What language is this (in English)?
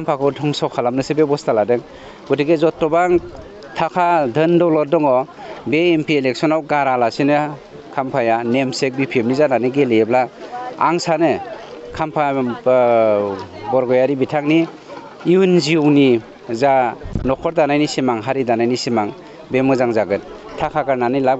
Bodo